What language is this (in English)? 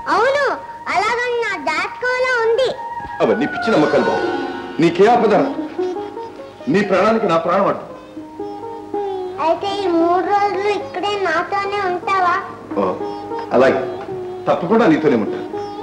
Telugu